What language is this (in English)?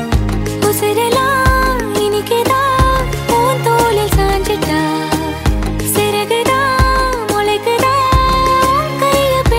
Tamil